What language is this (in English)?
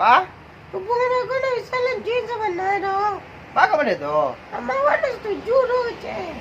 Minangkabau